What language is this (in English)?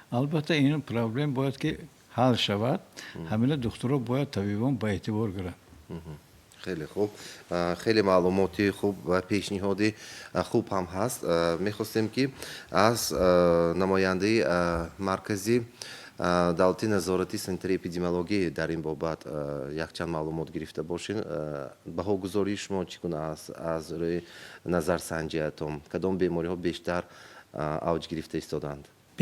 Tajik